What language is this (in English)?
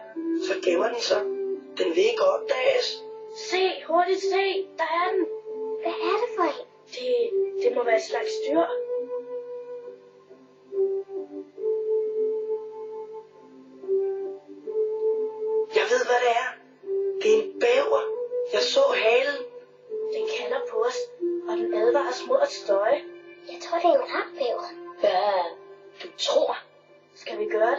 Danish